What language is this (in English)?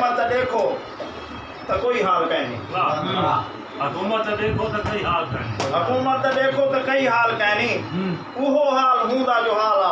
Saraiki